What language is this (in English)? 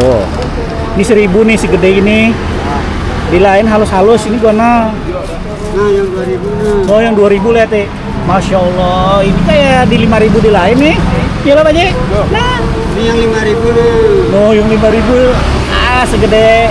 Banjar